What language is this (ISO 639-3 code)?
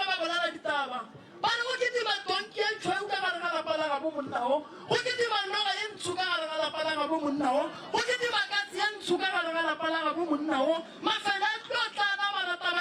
nso